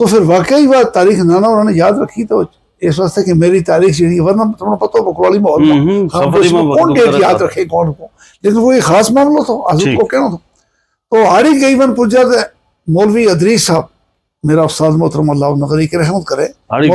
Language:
Gujari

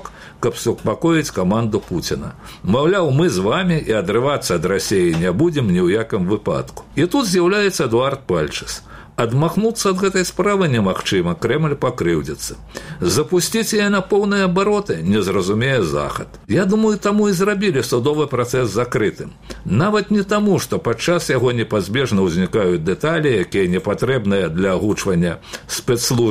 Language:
Belarusian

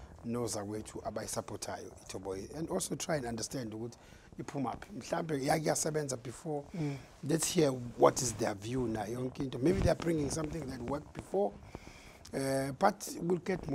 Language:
Zulu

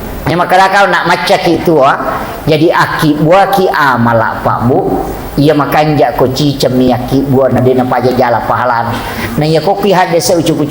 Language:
Buginese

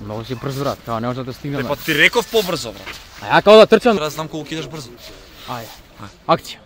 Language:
Macedonian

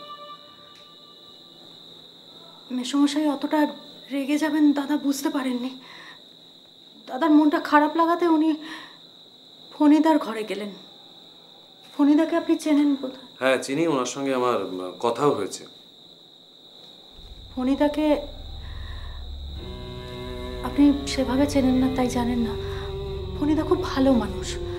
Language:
Bangla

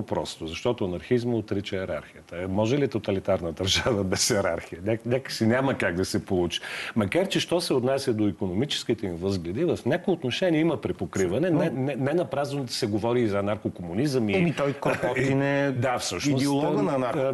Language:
Bulgarian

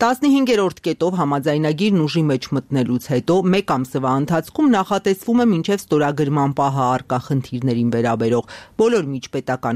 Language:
Armenian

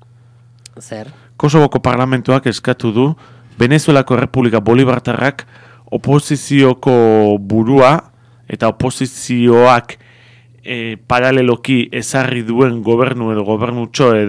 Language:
Basque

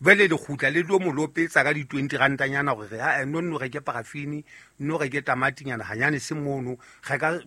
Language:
Southern Sotho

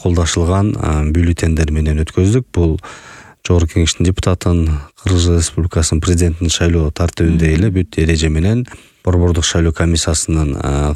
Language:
Kyrgyz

